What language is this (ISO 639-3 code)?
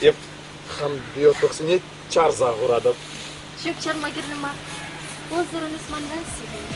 chv